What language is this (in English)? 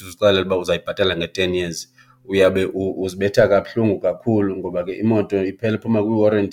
Xhosa